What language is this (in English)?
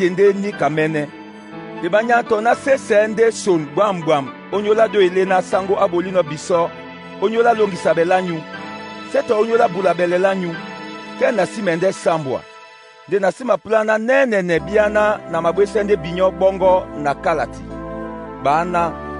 Duala